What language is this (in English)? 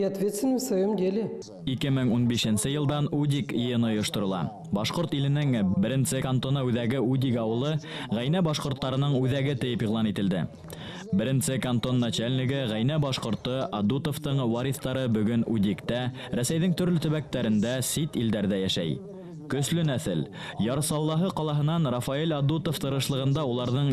Bashkir